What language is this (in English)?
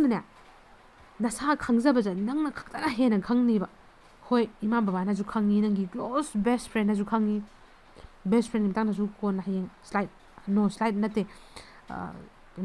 Manipuri